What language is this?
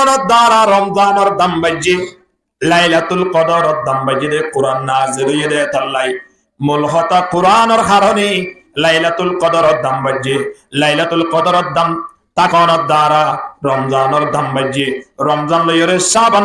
Rohingya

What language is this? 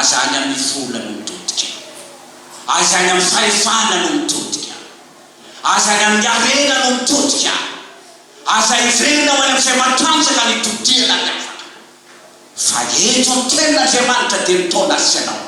Malagasy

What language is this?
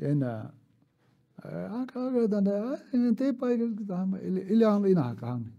Tangkhul Naga (India)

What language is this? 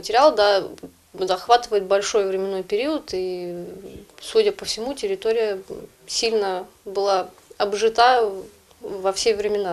Crimean Tatar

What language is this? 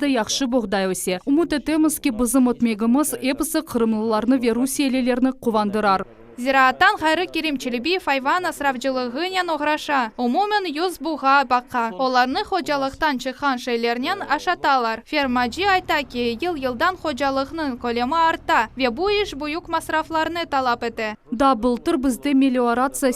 Crimean Tatar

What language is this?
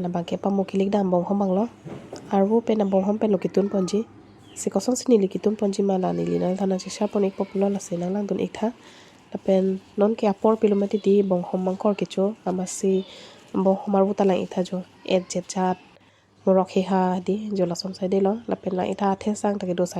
Karbi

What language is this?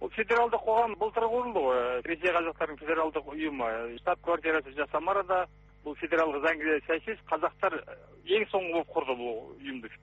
Kazakh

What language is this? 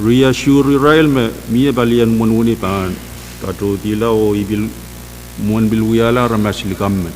Pohnpeian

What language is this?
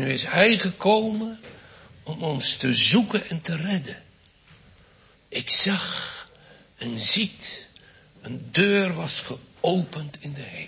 Dutch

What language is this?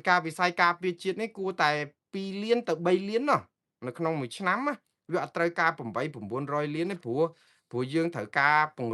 Khmer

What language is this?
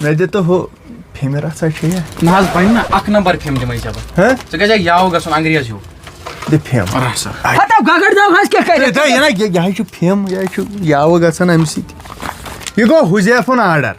Kashmiri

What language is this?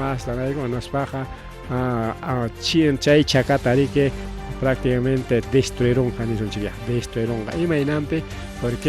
Ayacucho Quechua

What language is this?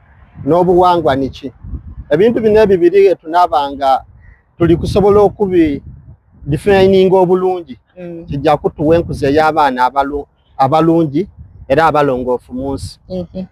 Soga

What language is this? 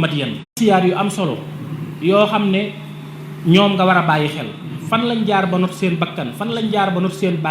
Wolof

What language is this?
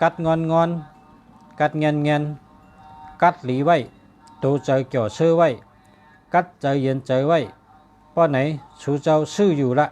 Shan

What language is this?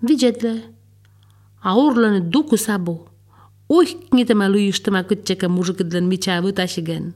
Lithuanian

